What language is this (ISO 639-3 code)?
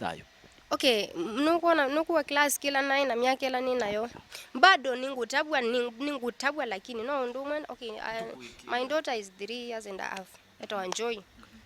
kam